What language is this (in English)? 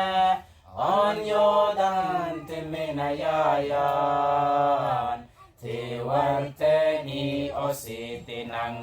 Mabaan